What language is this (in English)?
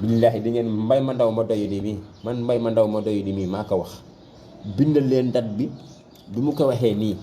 Wolof